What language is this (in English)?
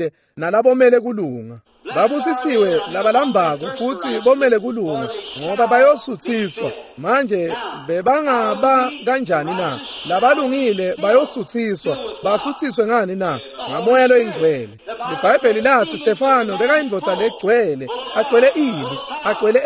Swati